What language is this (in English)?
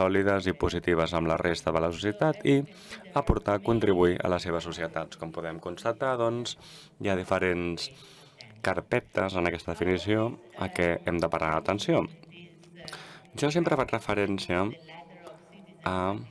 Catalan